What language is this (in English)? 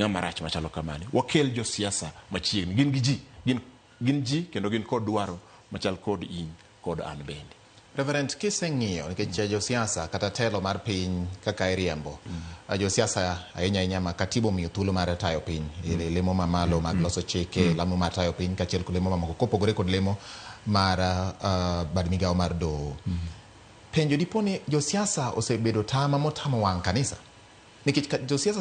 Luo (Kenya and Tanzania)